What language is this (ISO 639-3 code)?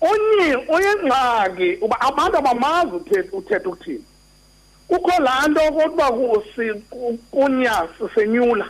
xho